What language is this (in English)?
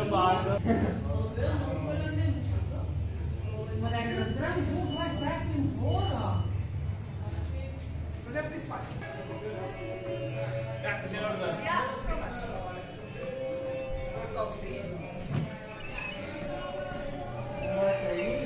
Dutch